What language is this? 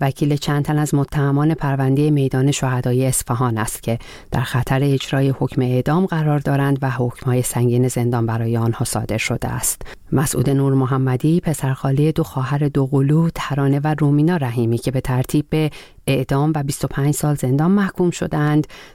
Persian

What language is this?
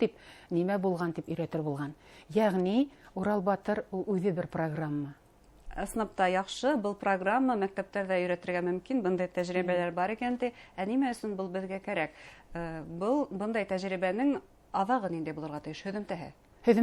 Bashkir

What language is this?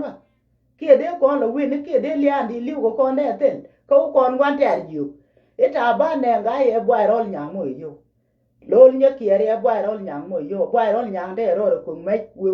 Nuer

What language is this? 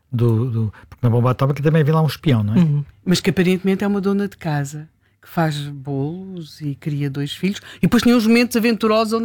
Portuguese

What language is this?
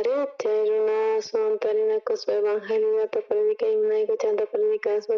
South Bolivian Quechua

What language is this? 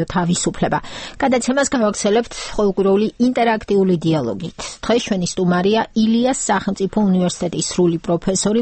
Georgian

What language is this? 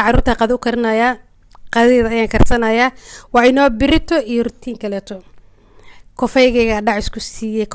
Somali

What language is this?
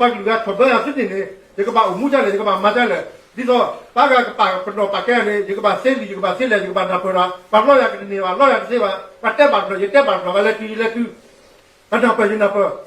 S'gaw Karen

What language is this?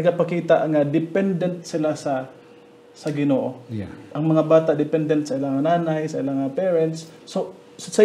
Hiligaynon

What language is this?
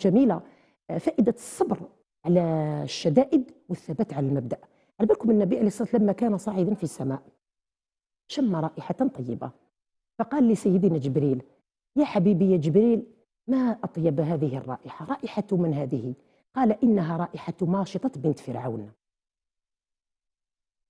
Arabic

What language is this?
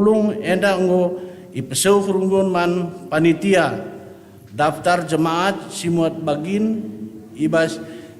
Batak Karo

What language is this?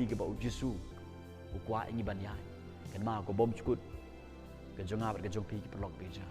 Khasi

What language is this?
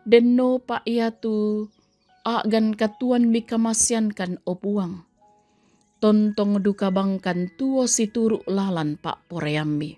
Toraja-Sa'dan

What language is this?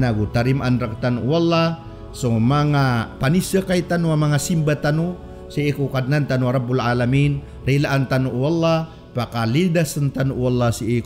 Maranao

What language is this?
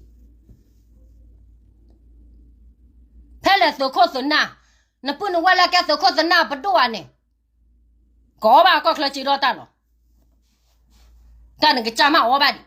S'gaw Karen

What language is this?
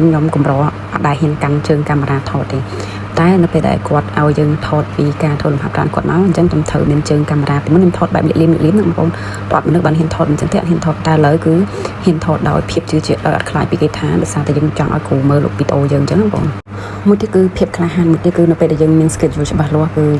Khmer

